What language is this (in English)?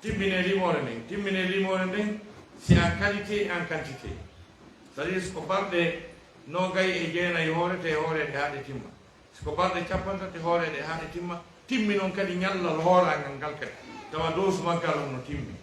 Fula